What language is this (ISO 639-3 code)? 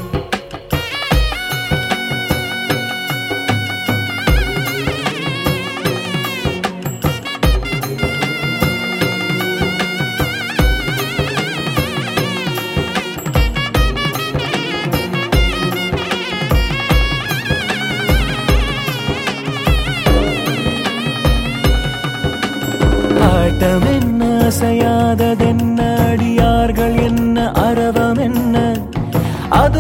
tam